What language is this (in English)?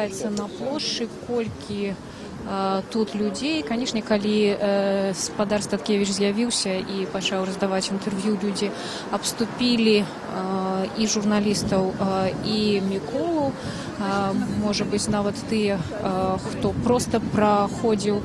Belarusian